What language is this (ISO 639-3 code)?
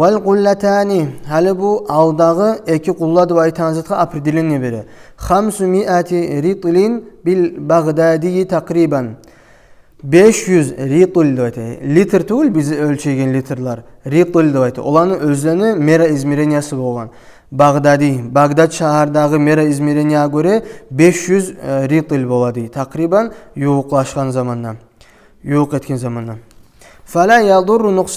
kum